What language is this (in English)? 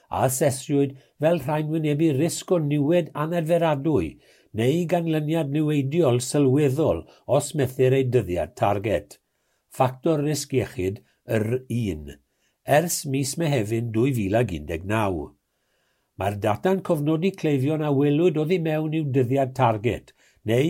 Welsh